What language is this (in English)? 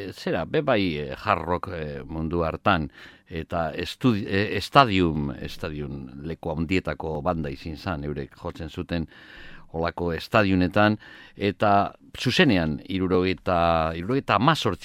Basque